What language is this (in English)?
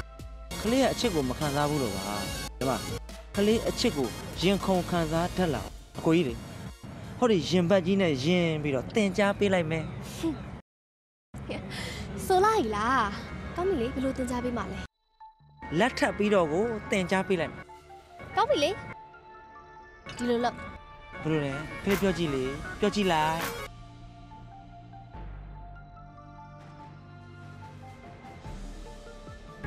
Burmese